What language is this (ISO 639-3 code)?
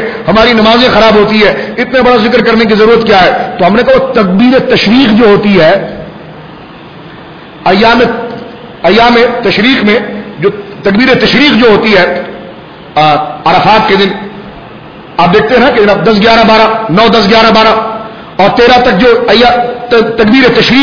urd